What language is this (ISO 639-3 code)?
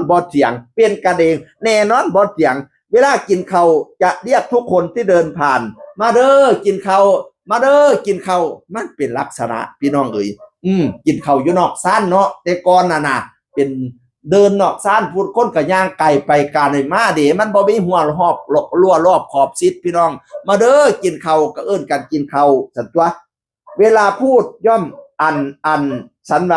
tts